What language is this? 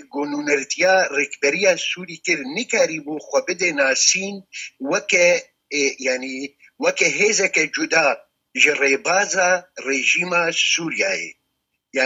Kurdish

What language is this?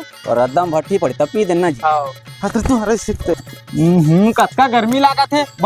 Chhattisgarhi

